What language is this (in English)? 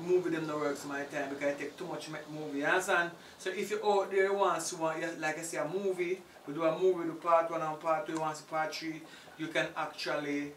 Jamaican Creole English